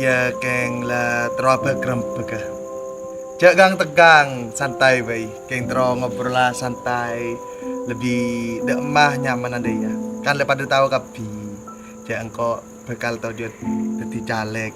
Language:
Madurese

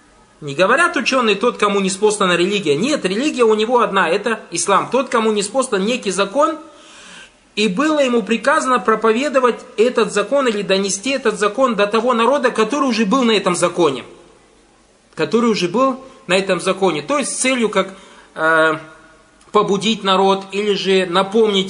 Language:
Russian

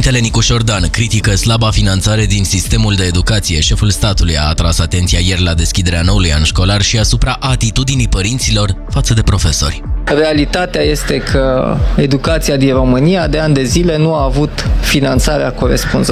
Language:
Romanian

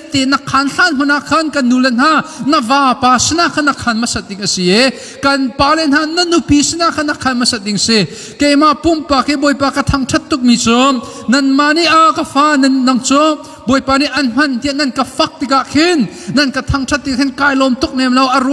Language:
Hakha Chin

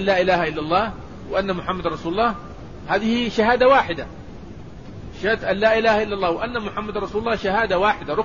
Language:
Arabic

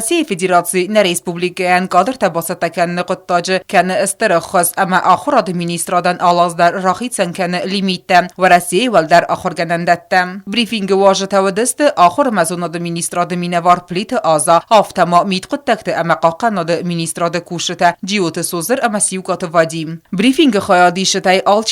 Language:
Ossetic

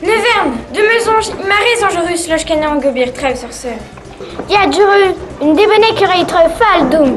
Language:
Breton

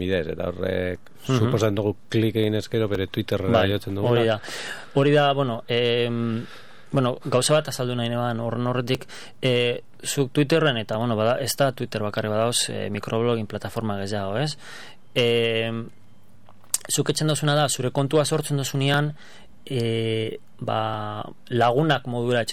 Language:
Basque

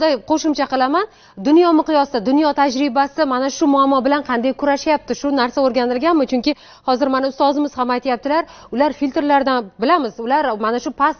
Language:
Uzbek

